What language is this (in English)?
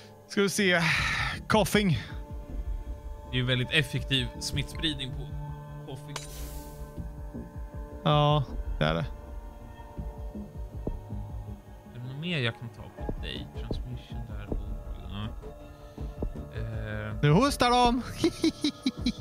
Swedish